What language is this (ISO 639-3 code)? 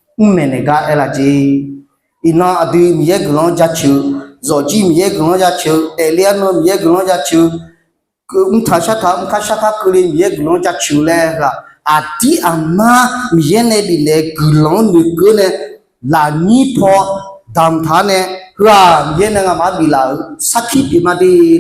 ahk